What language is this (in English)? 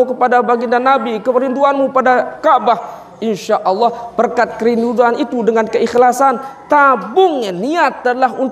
Sasak